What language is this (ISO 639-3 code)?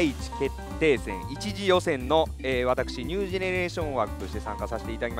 jpn